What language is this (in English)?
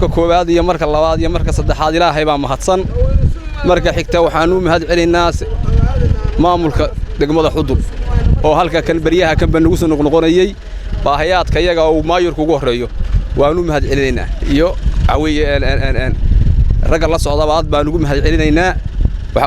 Somali